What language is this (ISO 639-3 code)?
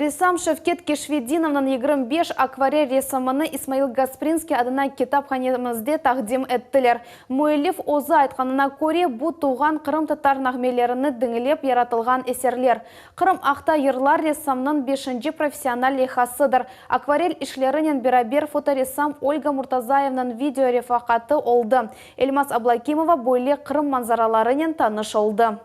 crh